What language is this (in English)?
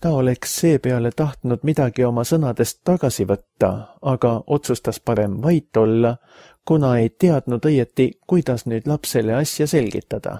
Estonian